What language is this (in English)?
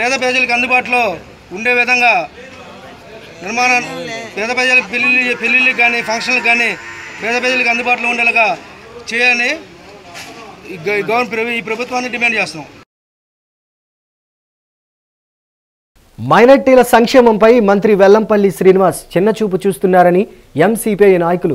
Telugu